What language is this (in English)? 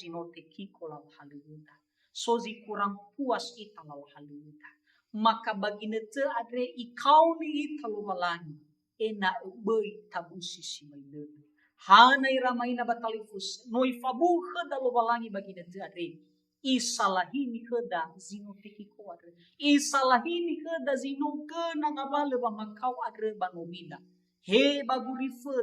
Nias